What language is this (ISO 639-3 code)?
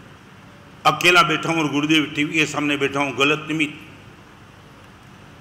hin